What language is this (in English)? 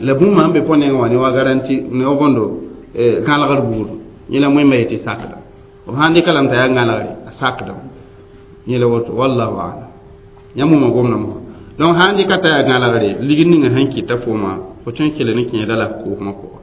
Mossi